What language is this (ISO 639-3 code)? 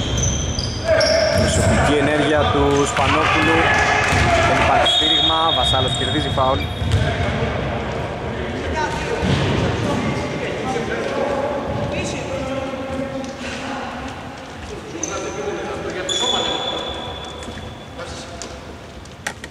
ell